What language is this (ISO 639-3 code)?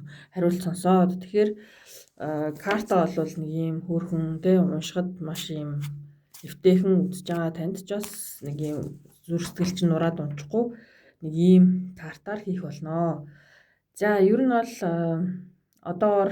mon